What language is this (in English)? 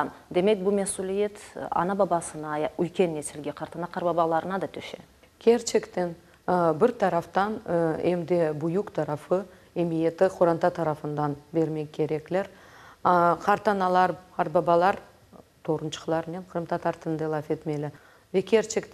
Crimean Tatar